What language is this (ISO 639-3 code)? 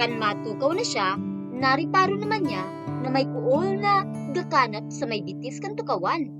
bik